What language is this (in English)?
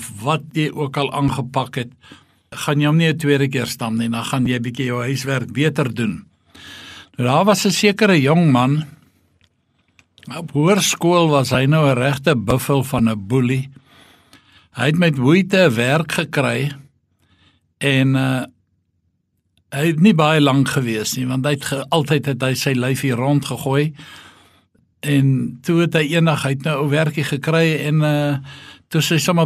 Afrikaans